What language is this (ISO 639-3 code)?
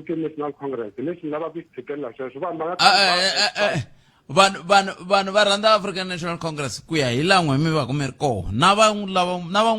tso